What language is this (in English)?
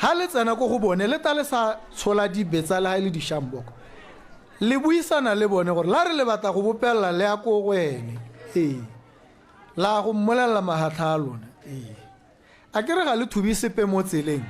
Tswana